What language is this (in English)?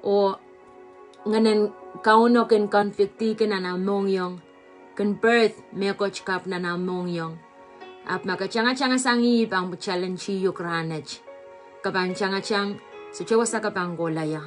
Pohnpeian